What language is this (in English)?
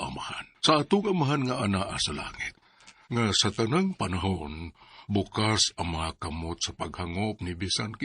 Cebuano